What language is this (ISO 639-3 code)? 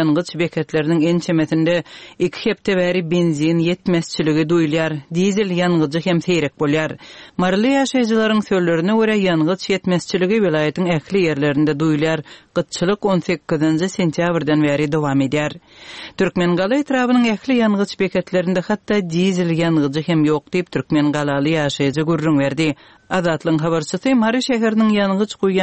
tuk